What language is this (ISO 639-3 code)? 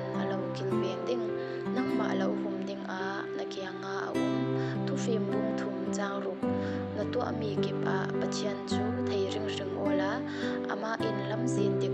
cfm